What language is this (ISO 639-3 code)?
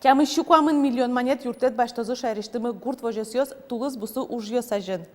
udm